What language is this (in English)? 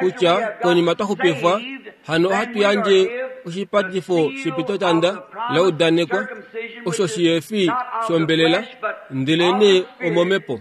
Kuanyama